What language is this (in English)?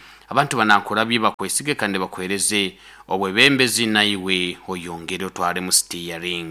Nyoro